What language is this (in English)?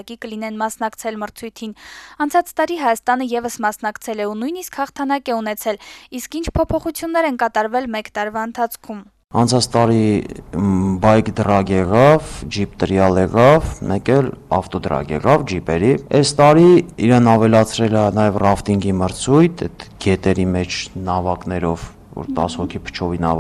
Armenian